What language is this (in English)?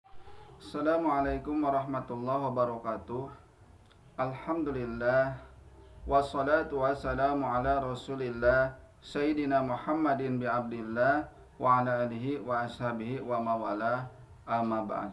Sundanese